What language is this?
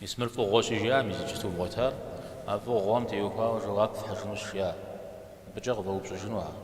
Kabardian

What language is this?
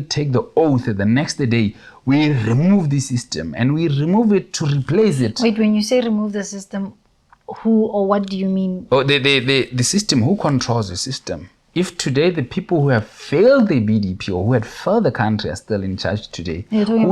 Tswana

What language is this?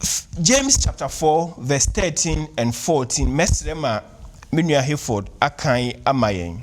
Akan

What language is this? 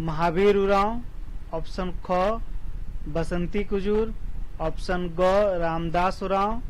Kurukh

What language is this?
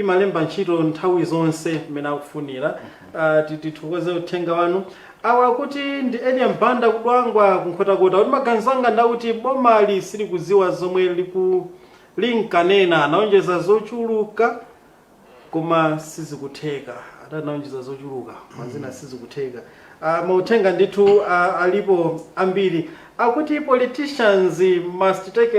Nyanja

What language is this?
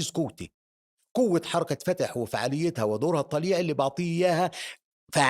North Levantine Arabic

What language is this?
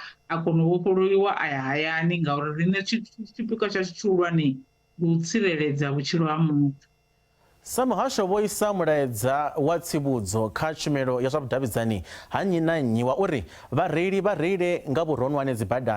Venda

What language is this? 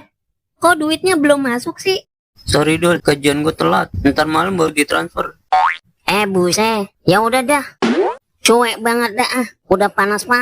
Betawi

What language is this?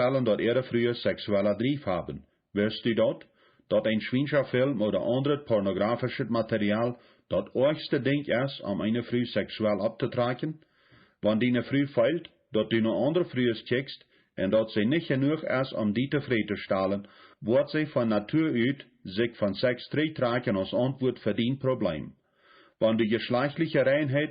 Plautdietsch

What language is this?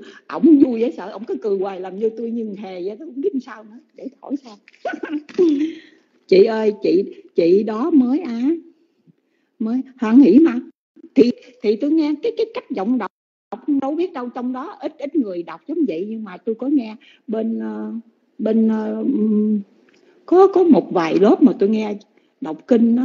Vietnamese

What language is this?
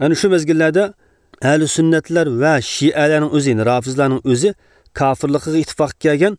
Uyghur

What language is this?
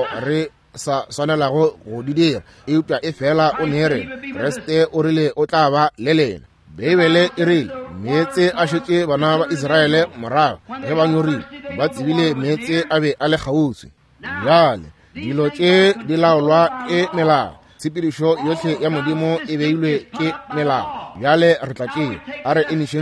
Northern Sotho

